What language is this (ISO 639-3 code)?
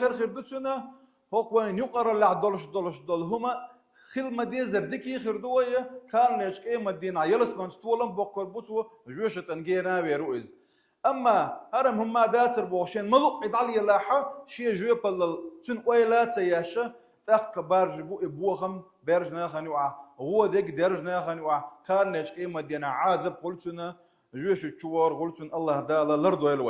che